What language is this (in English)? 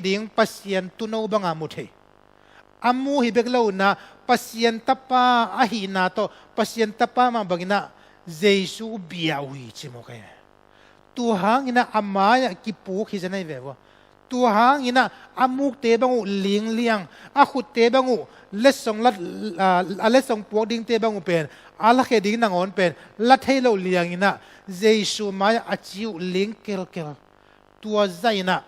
Tedim Chin